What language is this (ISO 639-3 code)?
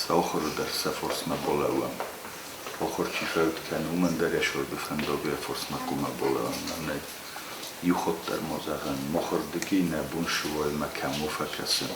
oss